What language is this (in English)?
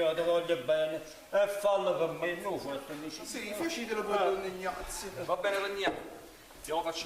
Neapolitan